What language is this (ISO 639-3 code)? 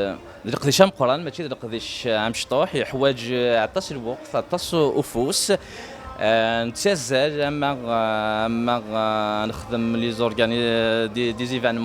kab